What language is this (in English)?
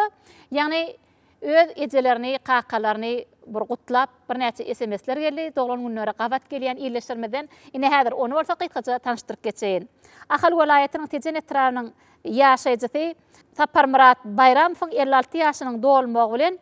Turkmen